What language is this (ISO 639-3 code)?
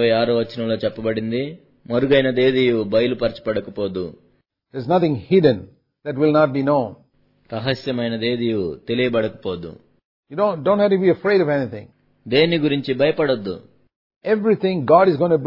tel